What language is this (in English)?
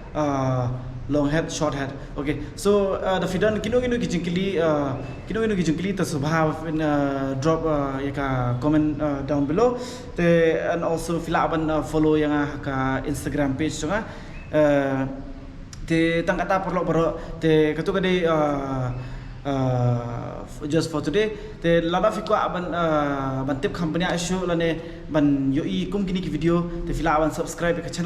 Khasi